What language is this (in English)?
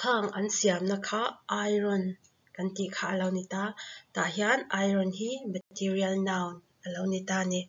Mizo